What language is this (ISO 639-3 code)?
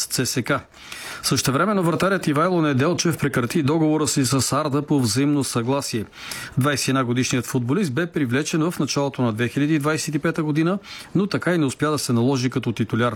bul